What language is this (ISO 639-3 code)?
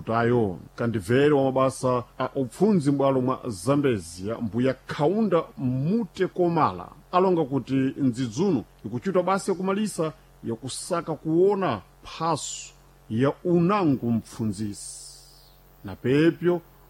seh